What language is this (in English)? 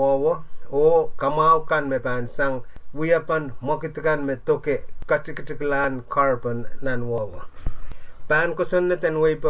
Pohnpeian